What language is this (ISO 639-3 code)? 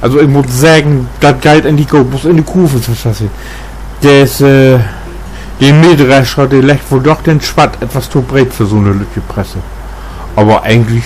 nds